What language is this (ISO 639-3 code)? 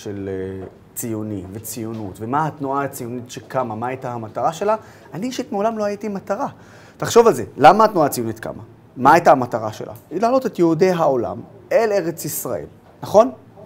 heb